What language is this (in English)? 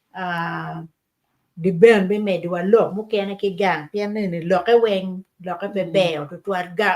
Acoli